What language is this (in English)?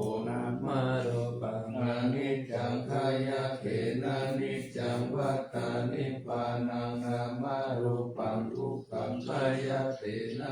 Pali